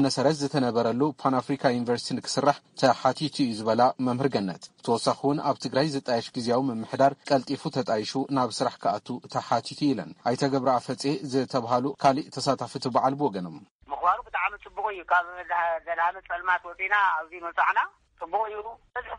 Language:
Tigrinya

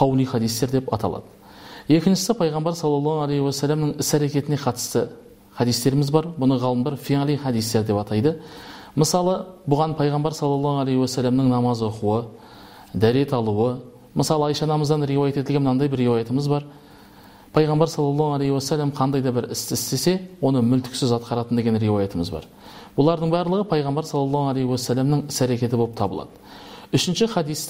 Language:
Kazakh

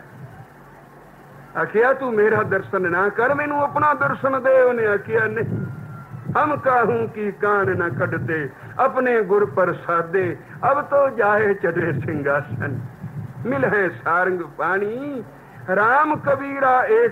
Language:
Punjabi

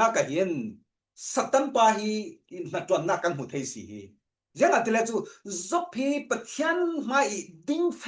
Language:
Falam Chin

